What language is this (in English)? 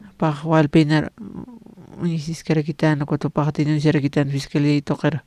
Aymara